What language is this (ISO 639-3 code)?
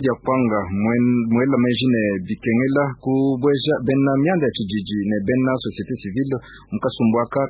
lua